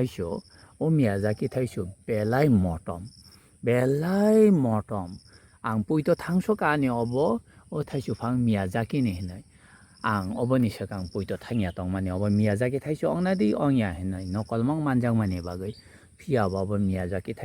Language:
Kok Borok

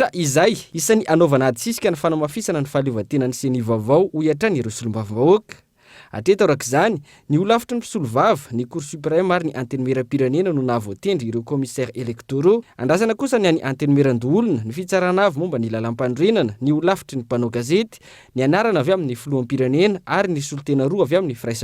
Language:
Malagasy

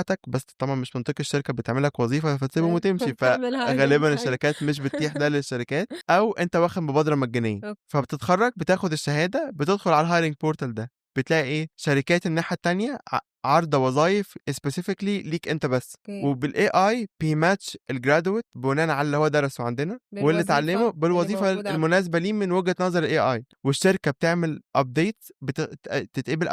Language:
Egyptian Arabic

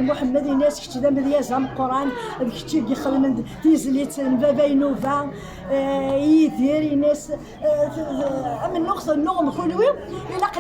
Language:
Kabyle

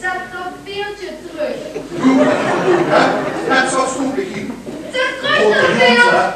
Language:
Limburgish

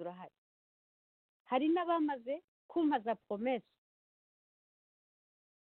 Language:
Kinyarwanda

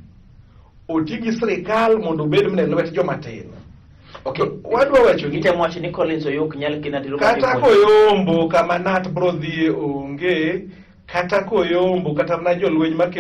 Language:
Luo (Kenya and Tanzania)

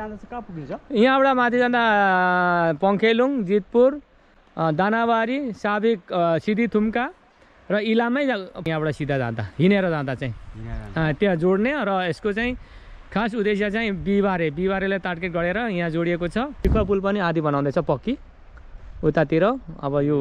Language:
Nepali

